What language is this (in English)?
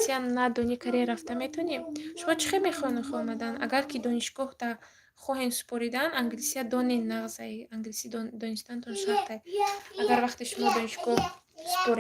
Tajik